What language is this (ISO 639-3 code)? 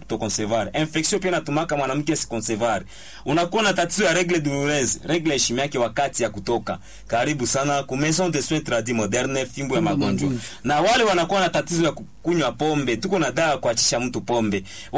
swa